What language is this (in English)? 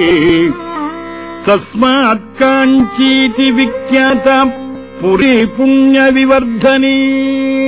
Tamil